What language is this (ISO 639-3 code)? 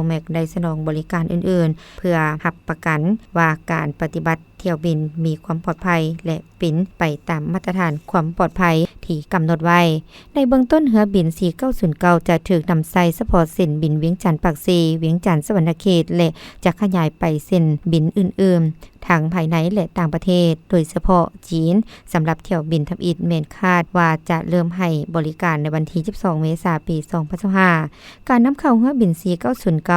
lao